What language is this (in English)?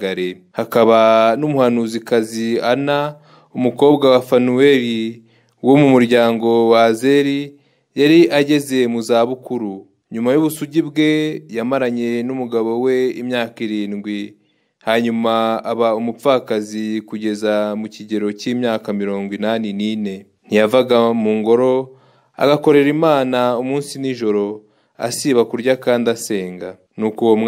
Kinyarwanda